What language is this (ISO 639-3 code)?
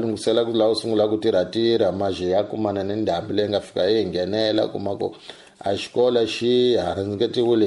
tso